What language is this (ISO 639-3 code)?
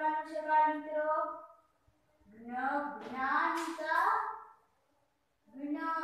guj